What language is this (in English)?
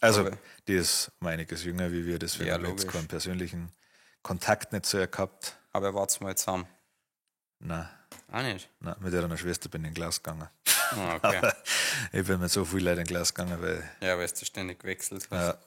Bavarian